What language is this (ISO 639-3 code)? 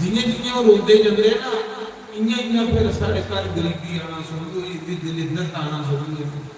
doi